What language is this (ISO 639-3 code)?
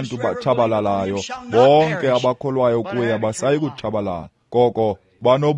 xho